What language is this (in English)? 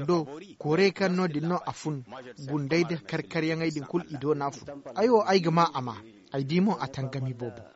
Zarma